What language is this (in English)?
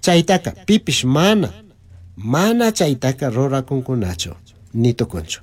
Chimborazo Highland Quichua